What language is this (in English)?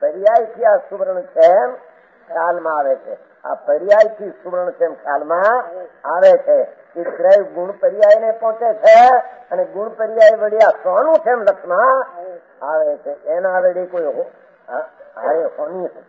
Gujarati